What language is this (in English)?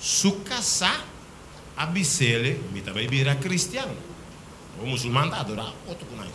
Papiamento